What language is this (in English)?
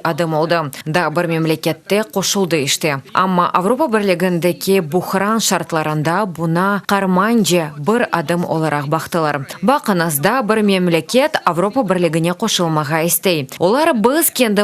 Crimean Tatar